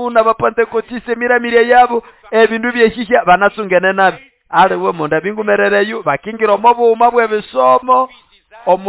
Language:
Nande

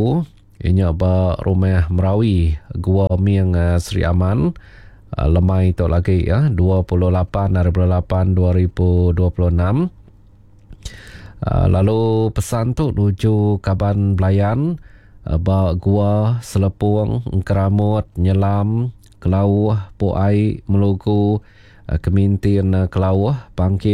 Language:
Iban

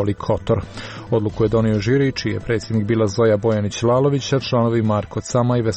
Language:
Serbian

